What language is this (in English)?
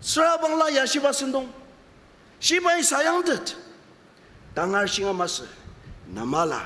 Ao Naga